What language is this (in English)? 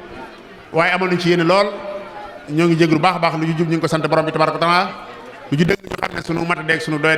Wolof